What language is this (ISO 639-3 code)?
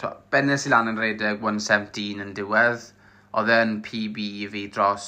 cym